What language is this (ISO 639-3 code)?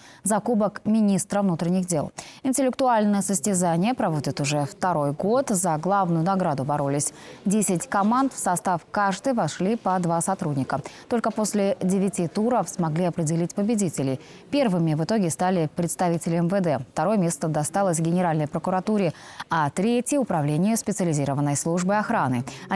rus